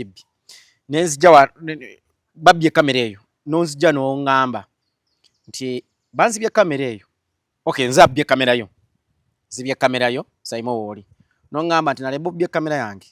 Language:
Ganda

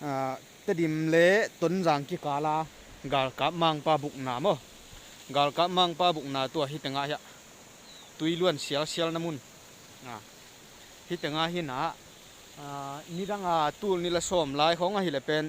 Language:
Tedim Chin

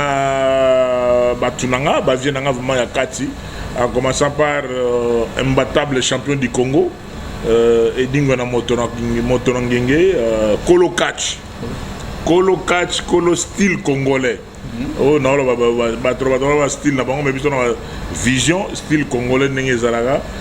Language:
Lingala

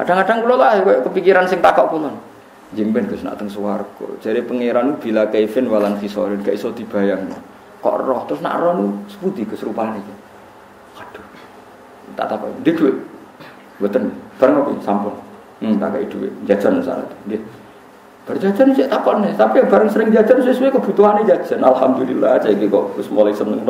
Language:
Javanese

